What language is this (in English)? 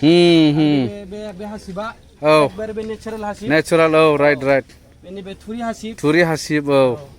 Bodo